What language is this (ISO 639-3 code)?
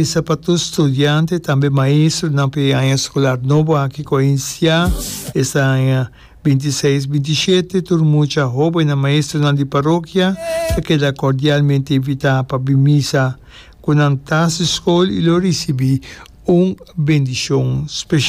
pap